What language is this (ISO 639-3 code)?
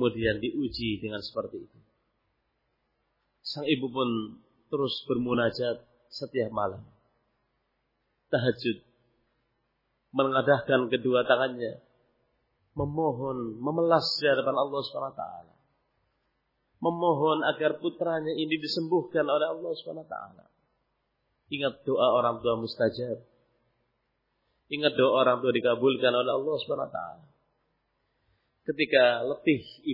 ind